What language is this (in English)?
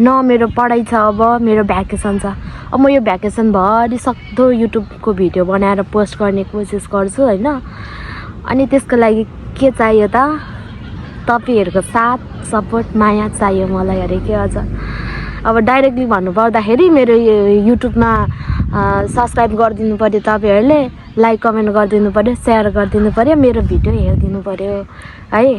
Nepali